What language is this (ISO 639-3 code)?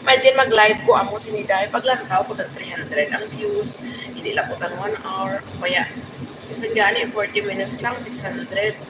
hil